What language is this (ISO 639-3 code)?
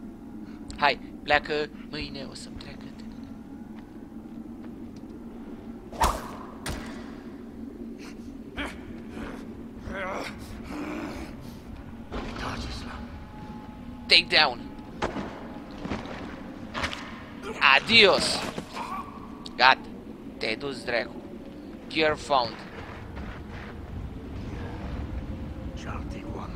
ron